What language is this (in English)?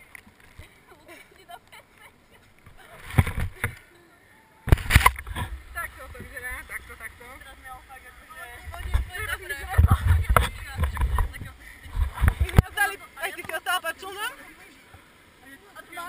Slovak